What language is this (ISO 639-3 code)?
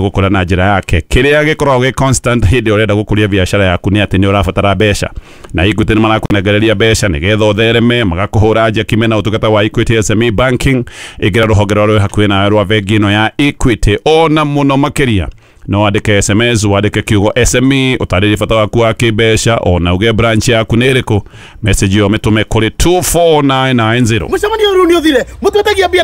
kik